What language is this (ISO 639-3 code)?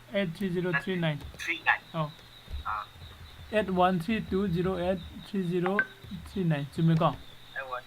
mni